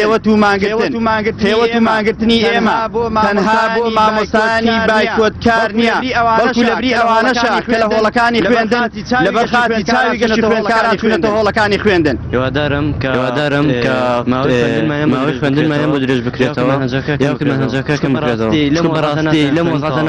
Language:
Central Kurdish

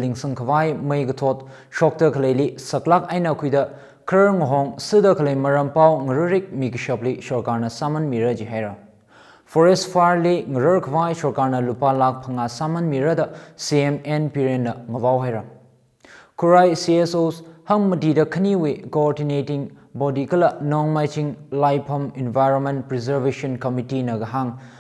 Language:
Tangkhul Naga (India)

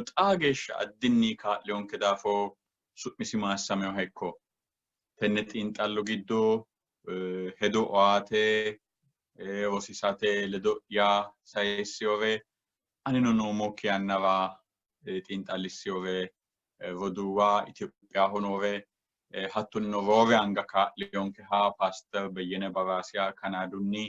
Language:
Sidamo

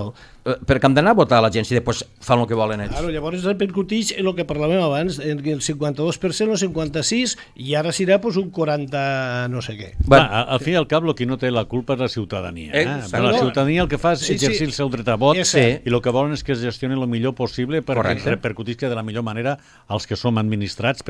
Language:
Catalan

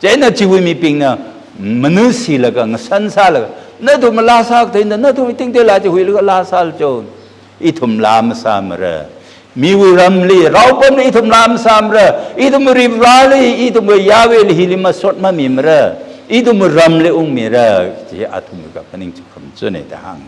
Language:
Tangkhul Naga (India)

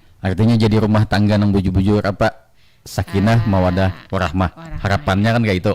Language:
Banjar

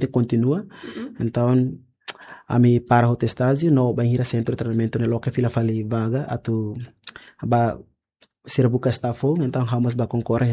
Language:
Tetum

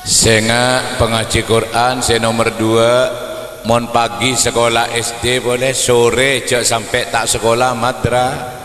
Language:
Madurese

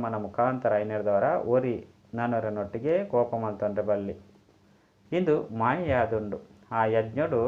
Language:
Tulu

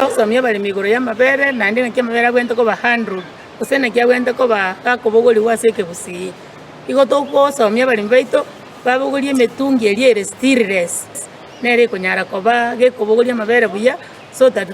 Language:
Gusii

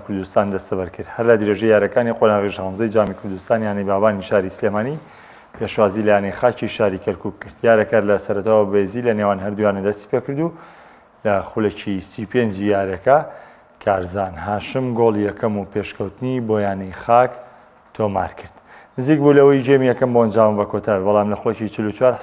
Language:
Central Kurdish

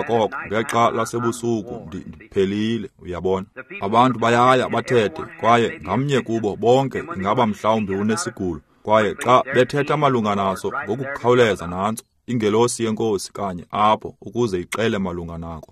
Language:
Xhosa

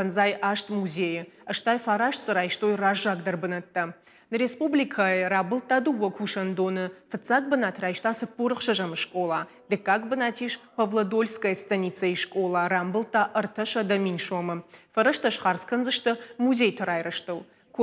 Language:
Ossetic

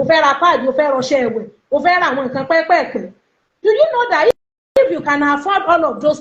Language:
Yoruba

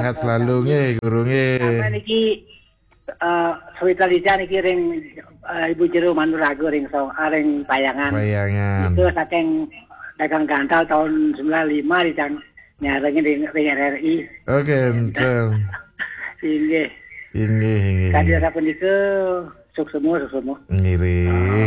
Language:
Balinese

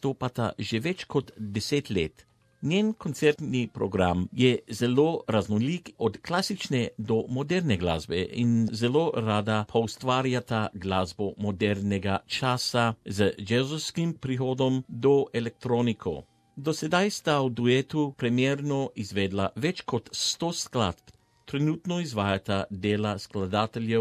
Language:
Slovenian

